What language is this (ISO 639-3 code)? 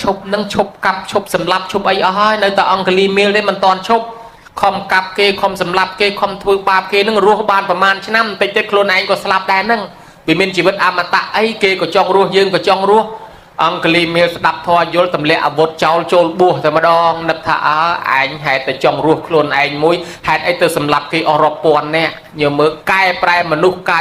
khm